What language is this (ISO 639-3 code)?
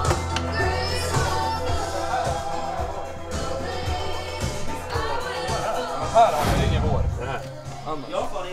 swe